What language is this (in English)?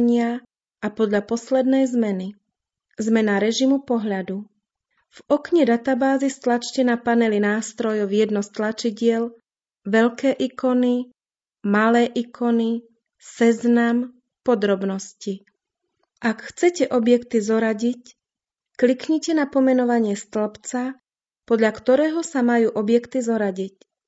Slovak